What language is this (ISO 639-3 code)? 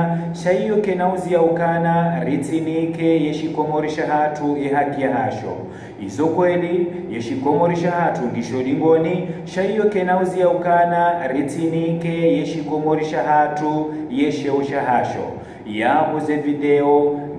zdj